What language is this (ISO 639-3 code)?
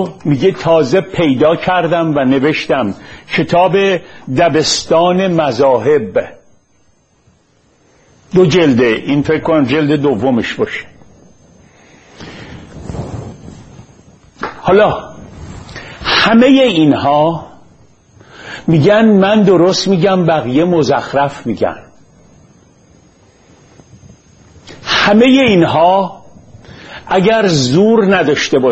fas